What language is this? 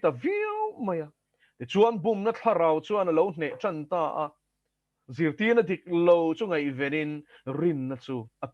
Mizo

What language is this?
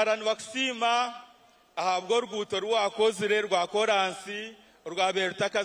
Nyankole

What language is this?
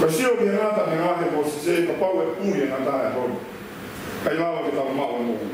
Tongan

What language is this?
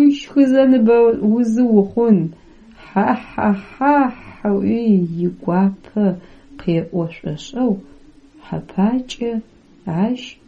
Adyghe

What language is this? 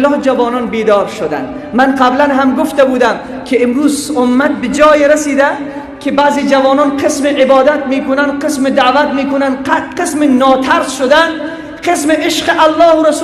Tajik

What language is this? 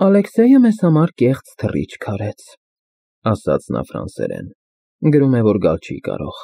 Armenian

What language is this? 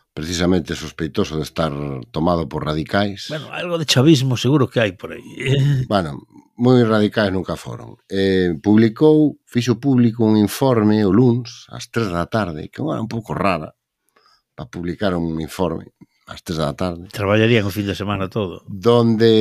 Galician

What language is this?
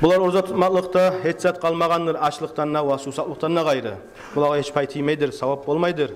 Kumyk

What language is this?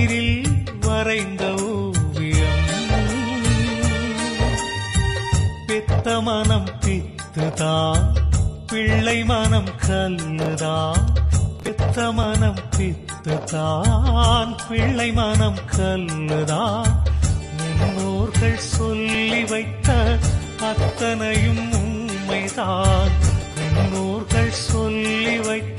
Tamil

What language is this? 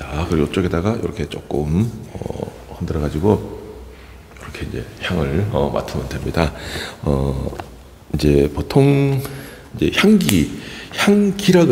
Korean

